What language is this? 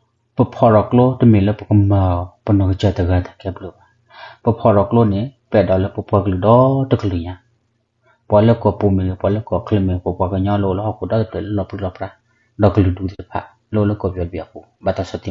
S'gaw Karen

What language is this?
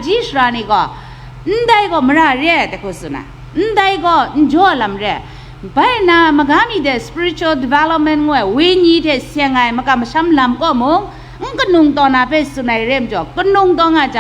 Kachin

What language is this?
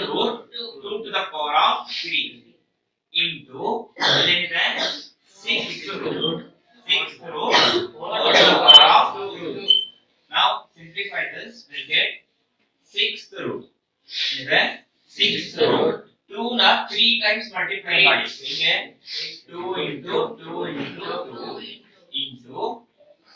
Kannada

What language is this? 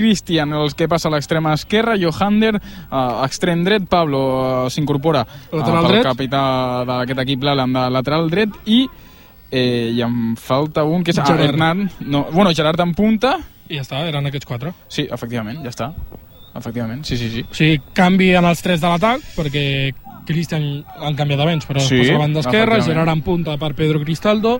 Catalan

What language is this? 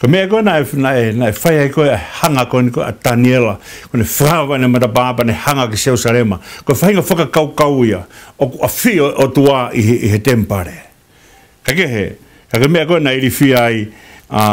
Tongan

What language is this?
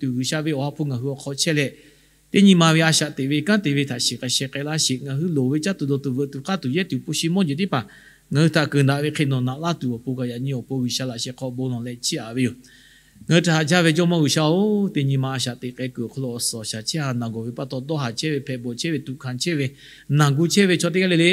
Lahu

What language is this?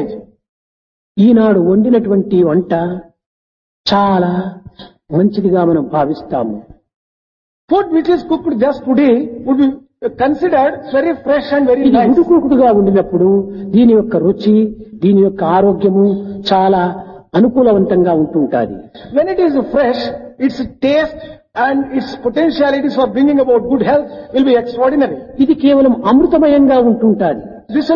Telugu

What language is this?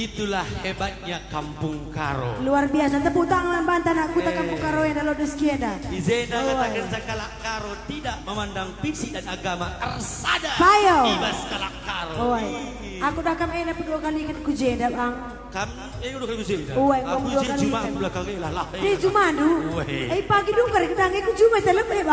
Batak Karo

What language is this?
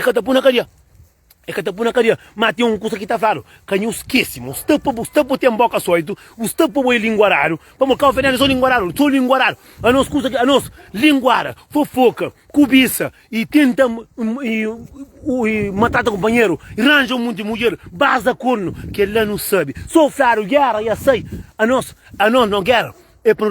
Kabuverdianu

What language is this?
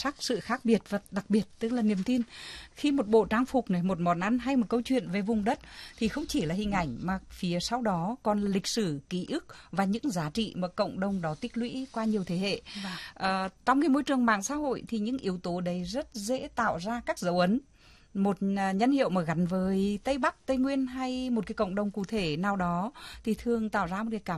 Vietnamese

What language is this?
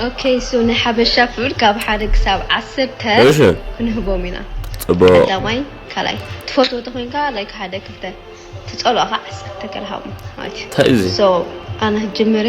Tigrinya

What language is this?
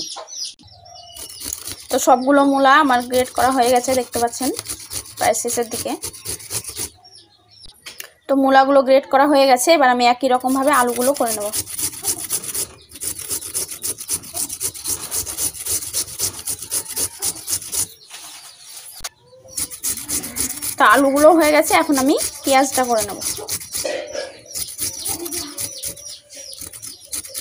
Bangla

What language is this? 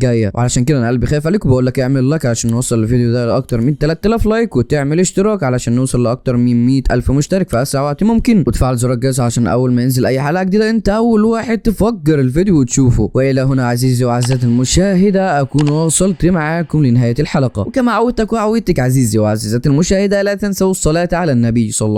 Egyptian Arabic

